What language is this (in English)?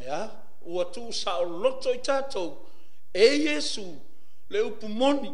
Samoan